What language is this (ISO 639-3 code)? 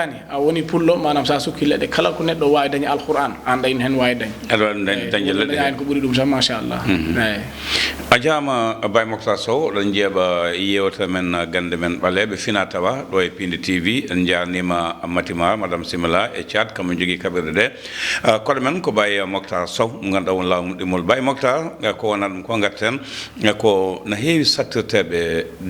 ful